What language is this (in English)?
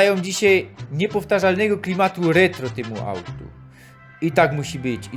Silesian